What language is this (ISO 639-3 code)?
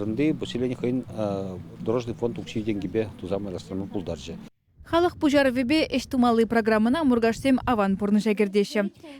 chv